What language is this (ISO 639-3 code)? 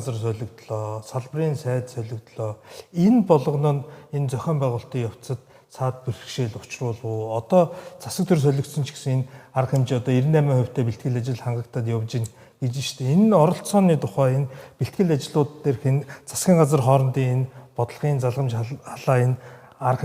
mon